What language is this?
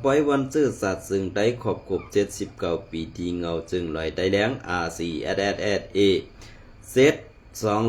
Shan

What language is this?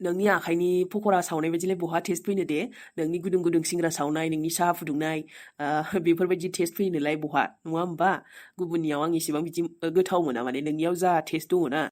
Bodo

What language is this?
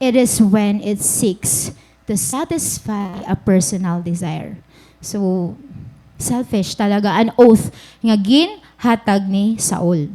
Waray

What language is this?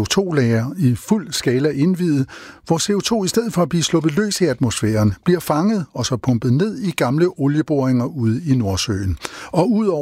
Danish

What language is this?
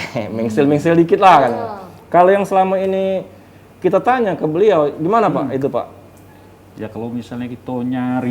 Musi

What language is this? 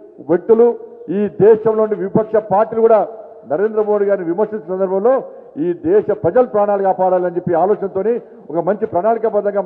Telugu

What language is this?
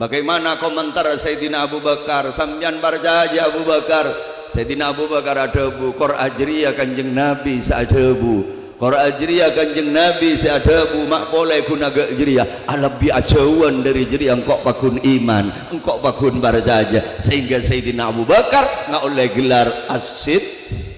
Madurese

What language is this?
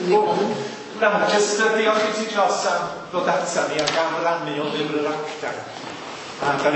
Welsh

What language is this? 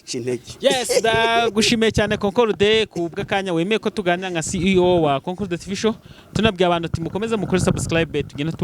Kinyarwanda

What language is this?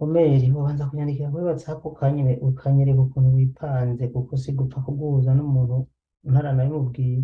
Rundi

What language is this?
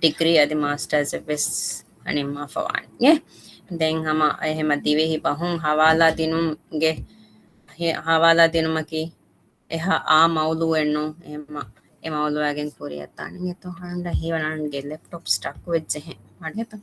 Divehi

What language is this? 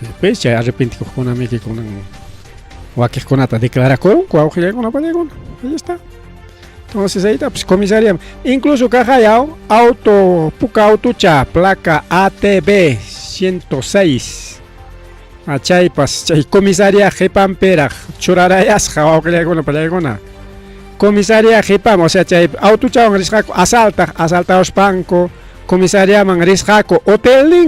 Ayacucho Quechua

